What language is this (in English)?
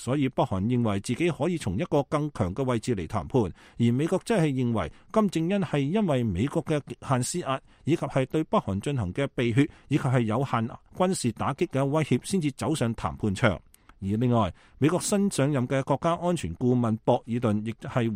Cantonese